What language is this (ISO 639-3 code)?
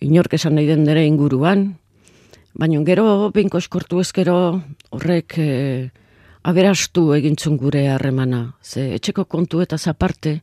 eus